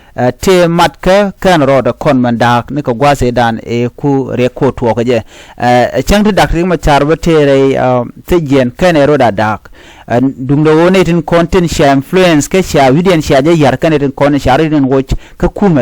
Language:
Nuer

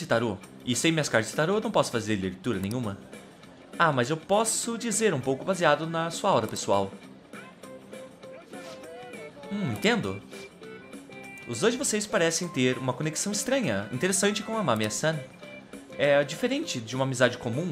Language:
Portuguese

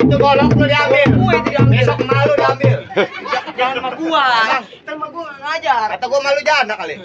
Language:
Betawi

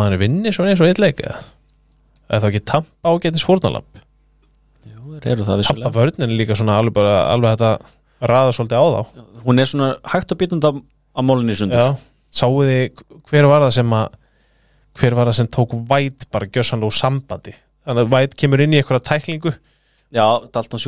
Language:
Icelandic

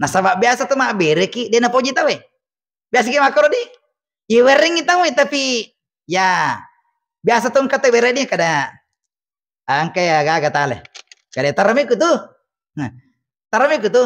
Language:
Buginese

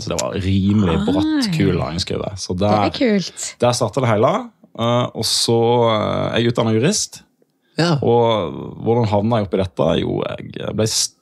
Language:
Norwegian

